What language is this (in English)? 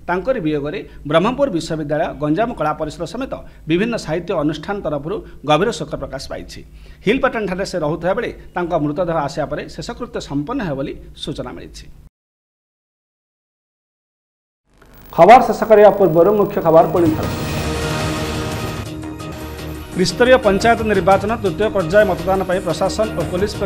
Odia